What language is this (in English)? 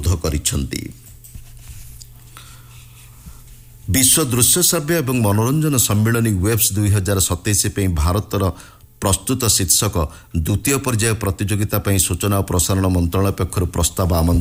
Odia